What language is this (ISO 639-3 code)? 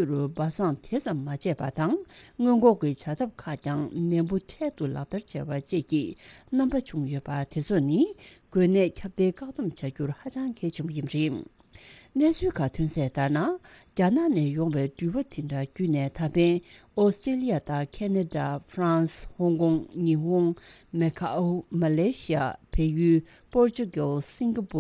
bod